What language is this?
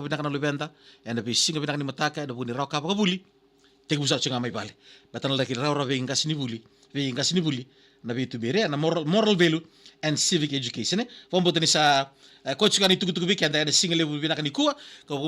Fijian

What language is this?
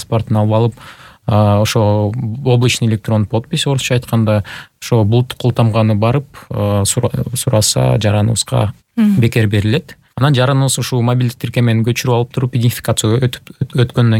Kyrgyz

